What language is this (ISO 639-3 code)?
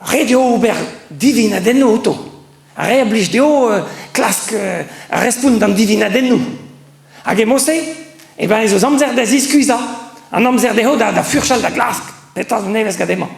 bre